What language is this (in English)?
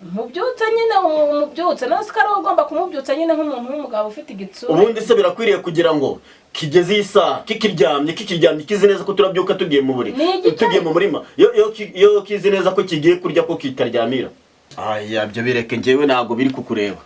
Kinyarwanda